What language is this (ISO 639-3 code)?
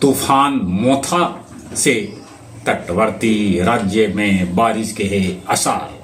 mag